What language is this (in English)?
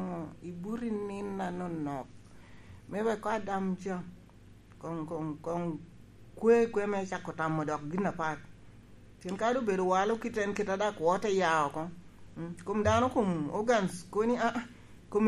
Lango (Uganda)